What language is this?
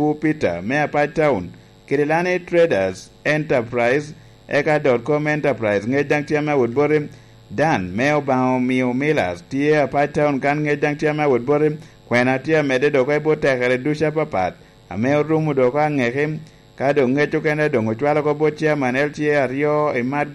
Lango (Uganda)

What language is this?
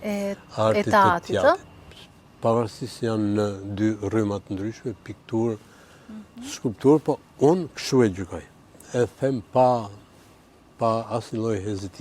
Albanian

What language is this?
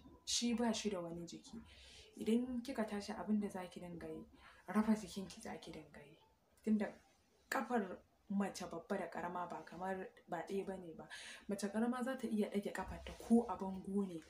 Hausa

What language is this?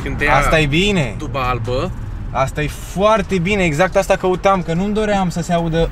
Romanian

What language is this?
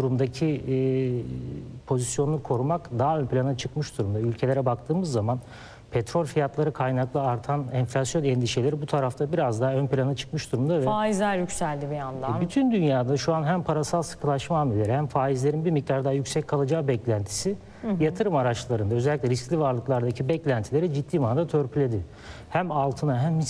Turkish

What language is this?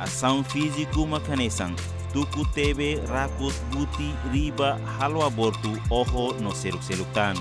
Tetum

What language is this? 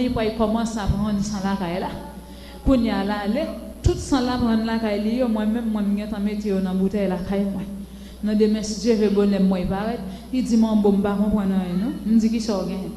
Haitian Creole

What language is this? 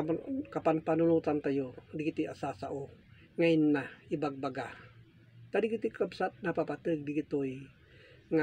Iloko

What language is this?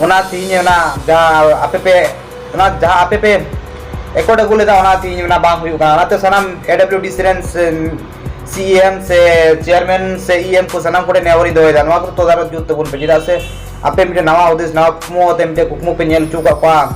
Santali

